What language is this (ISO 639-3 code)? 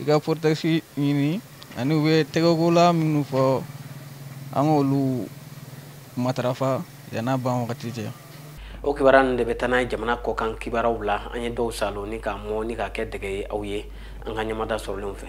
bam